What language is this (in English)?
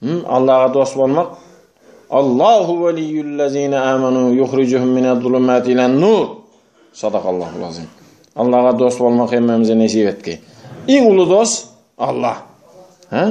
Turkmen